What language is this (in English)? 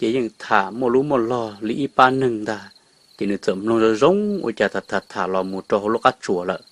Hmong